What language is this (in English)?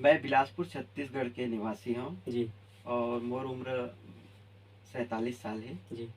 Chhattisgarhi